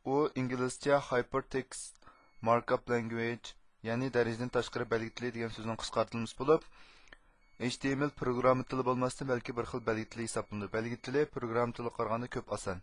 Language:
Uyghur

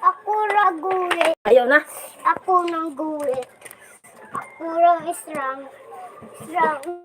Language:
Cebuano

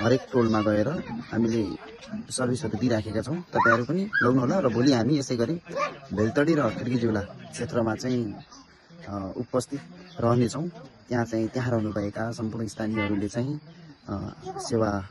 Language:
Nepali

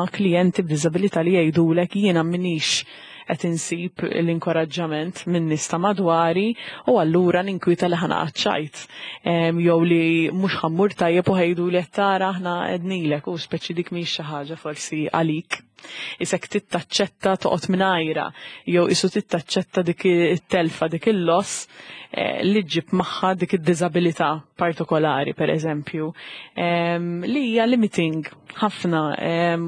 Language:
Maltese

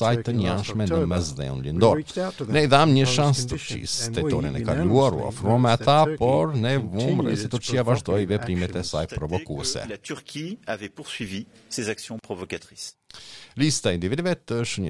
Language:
Albanian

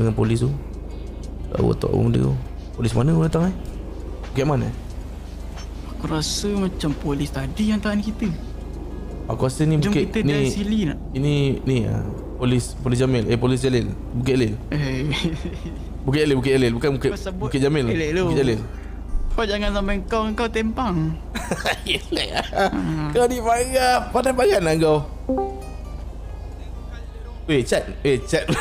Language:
Malay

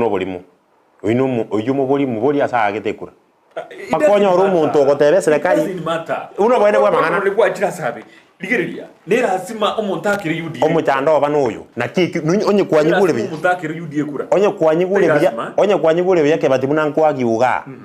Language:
Gusii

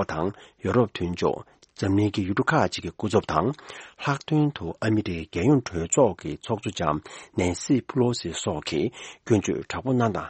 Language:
Tibetan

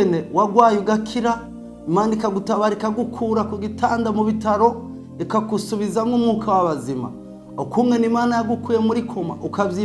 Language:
Rundi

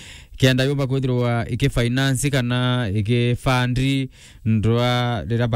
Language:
Meru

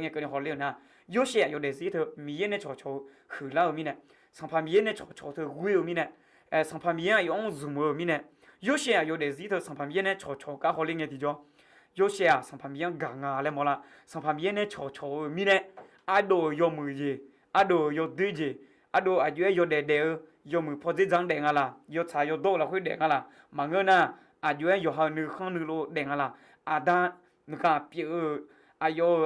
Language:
Akha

